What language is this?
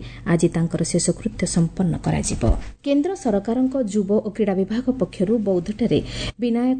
Odia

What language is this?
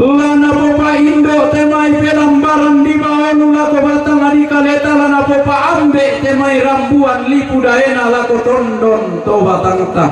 Toraja-Sa'dan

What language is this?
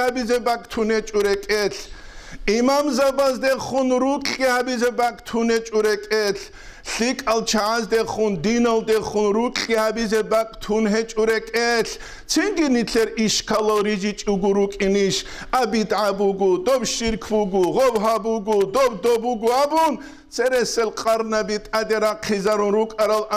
Avaric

